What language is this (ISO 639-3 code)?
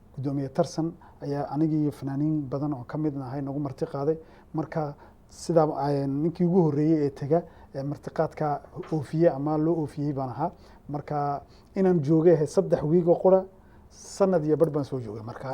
som